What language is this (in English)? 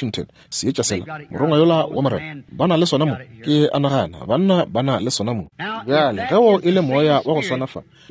Northern Sotho